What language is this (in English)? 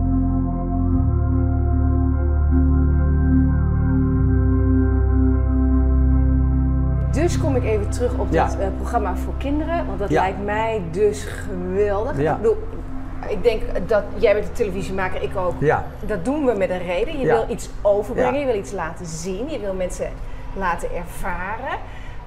Dutch